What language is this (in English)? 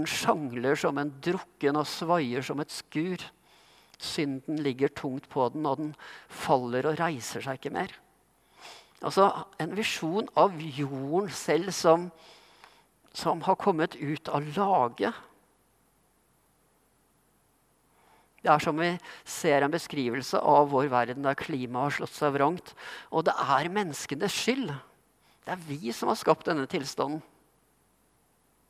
Norwegian